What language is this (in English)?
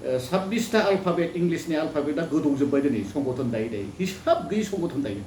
Bodo